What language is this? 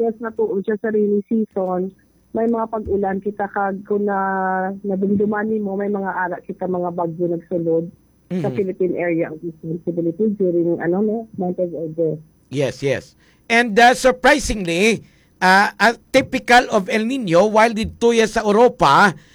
Hiligaynon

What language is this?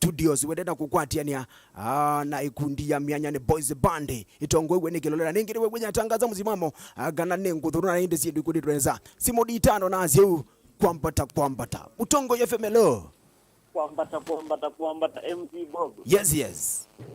Kamba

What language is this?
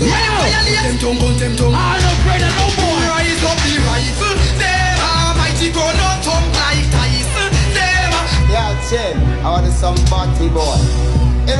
Jamaican Creole English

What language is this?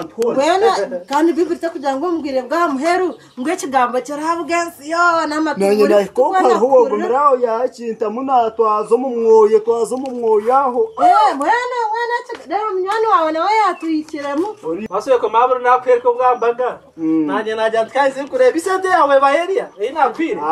Nyankole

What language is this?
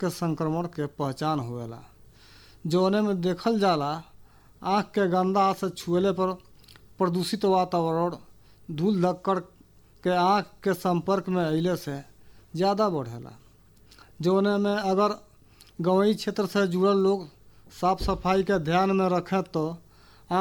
Bhojpuri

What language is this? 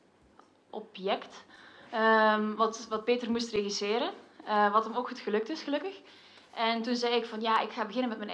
Dutch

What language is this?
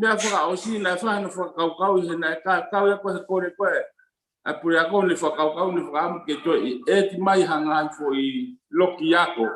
Tongan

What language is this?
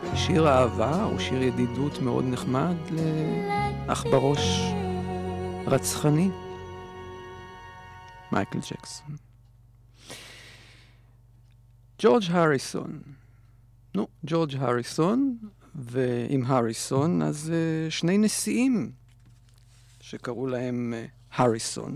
Hebrew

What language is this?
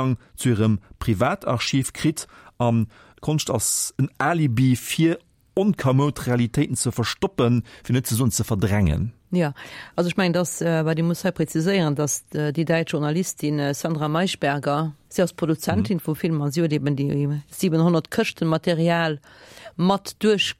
Luxembourgish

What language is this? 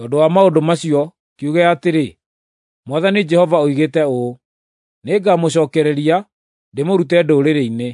Kikuyu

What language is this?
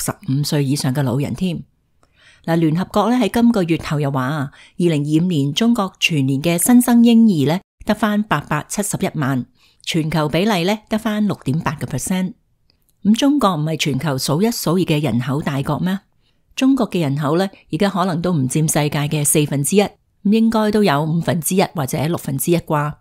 Cantonese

